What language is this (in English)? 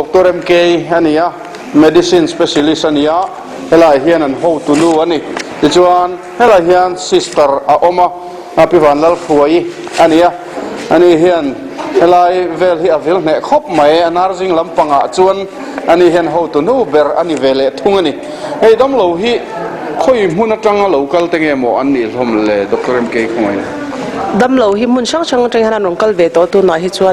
Mizo